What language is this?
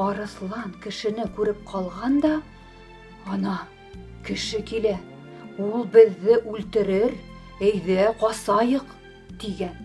Bashkir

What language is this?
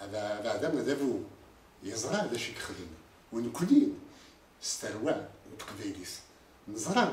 Kabyle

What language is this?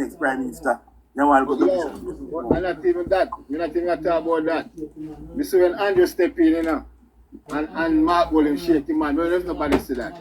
Jamaican Creole English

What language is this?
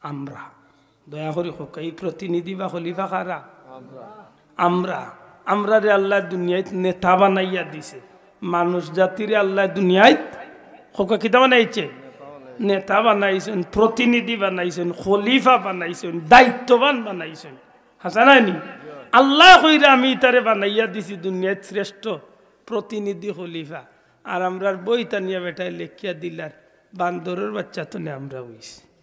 Sylheti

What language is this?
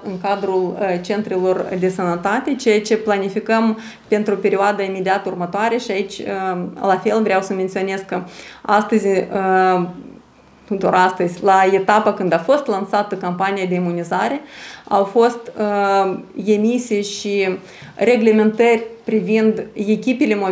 Romanian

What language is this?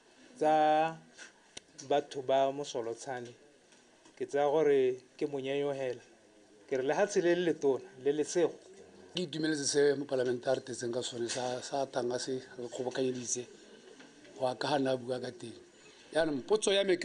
Tswana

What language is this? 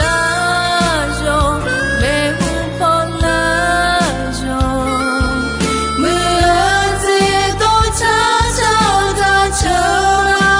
Akha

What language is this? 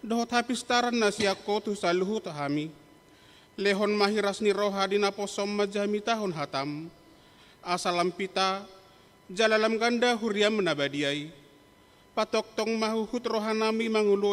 Batak Toba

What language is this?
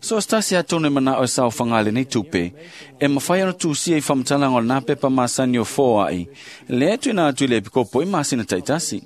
Samoan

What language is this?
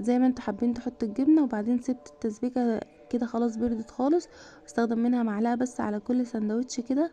Egyptian Arabic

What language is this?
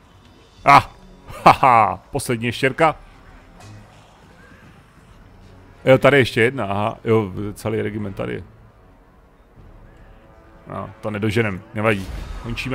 Czech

